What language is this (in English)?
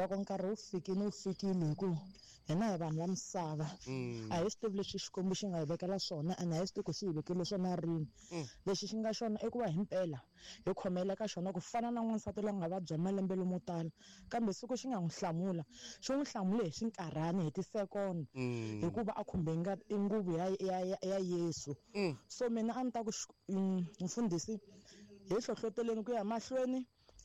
Tsonga